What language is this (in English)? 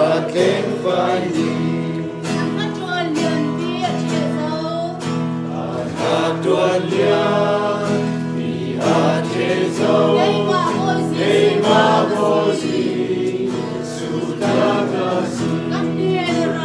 Falam Chin